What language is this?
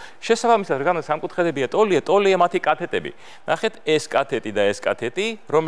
Georgian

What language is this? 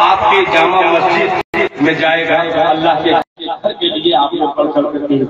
Urdu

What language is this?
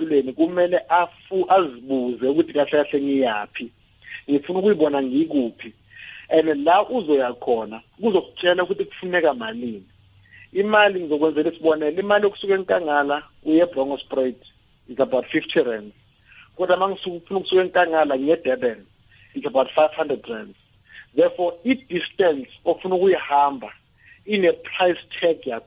South Ndebele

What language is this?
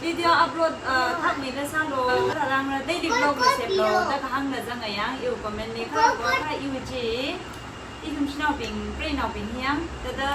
Tangkhul Naga (India)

